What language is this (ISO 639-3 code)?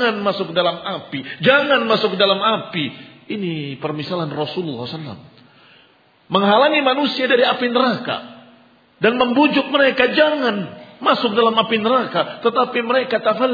ind